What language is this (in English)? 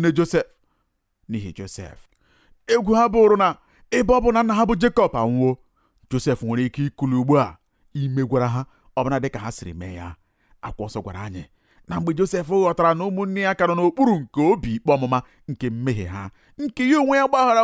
Igbo